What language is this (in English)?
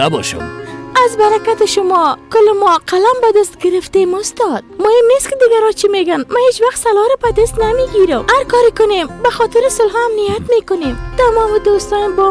Persian